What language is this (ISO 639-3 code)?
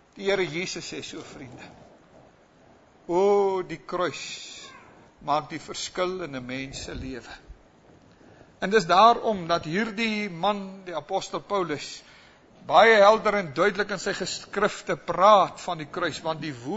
afr